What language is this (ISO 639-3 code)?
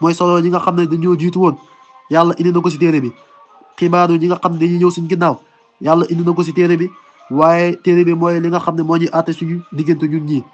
wol